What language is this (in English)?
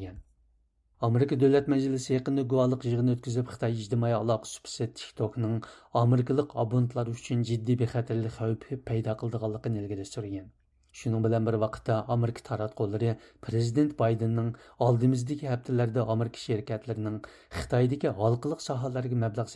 Uyghur